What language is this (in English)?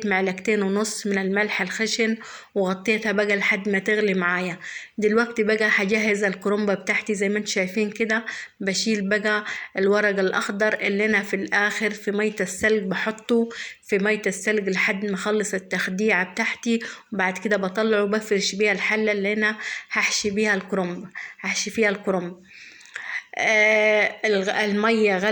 Egyptian Arabic